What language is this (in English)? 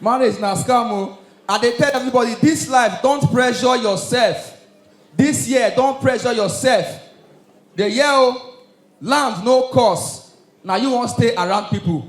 Nigerian Pidgin